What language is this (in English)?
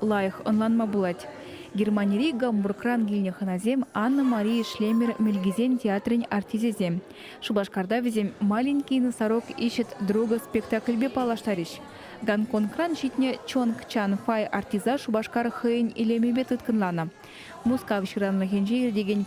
Chuvash